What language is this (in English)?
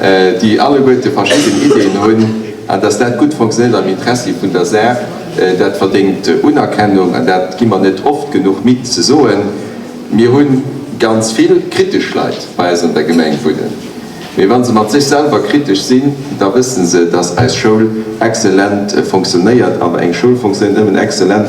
Luxembourgish